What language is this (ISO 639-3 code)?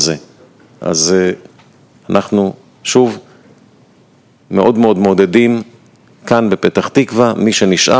heb